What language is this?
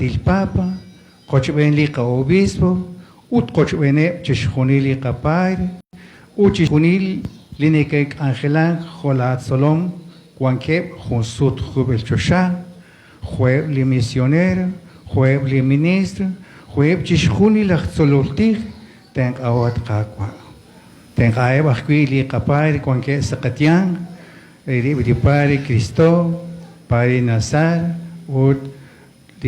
Kekchí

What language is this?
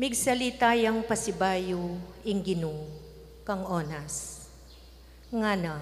Pampanga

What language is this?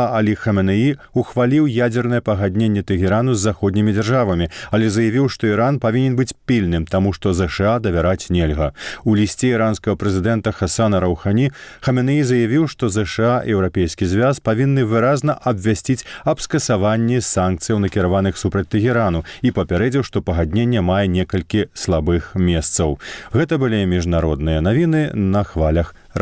Belarusian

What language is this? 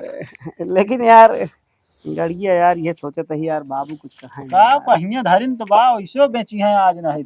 Awadhi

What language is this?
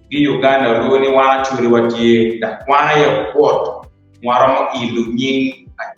Acoli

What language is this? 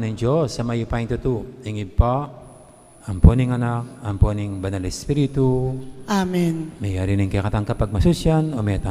Pampanga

